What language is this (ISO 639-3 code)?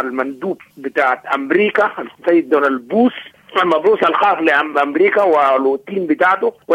apd